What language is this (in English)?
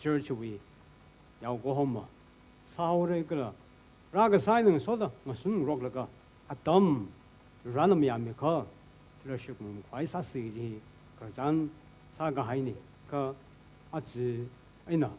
Tangkhul Naga (India)